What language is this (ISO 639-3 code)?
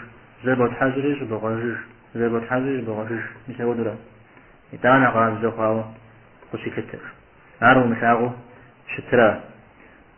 kbd